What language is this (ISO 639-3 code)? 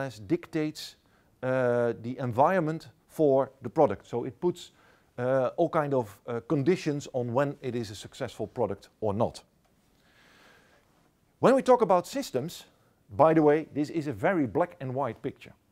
eng